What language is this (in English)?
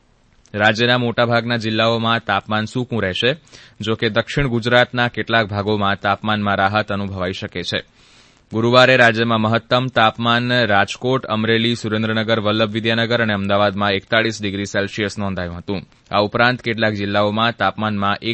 Gujarati